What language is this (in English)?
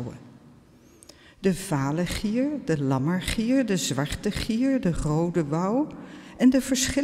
Dutch